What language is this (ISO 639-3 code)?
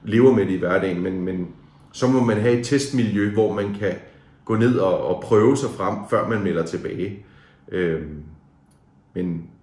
dan